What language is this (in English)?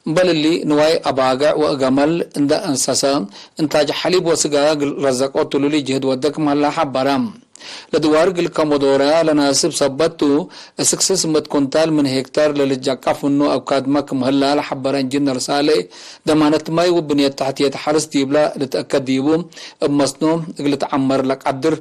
Tigre